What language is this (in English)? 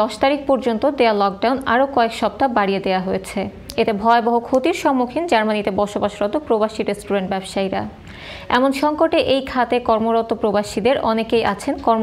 Bangla